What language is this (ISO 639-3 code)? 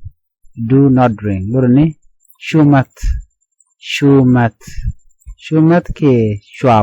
nus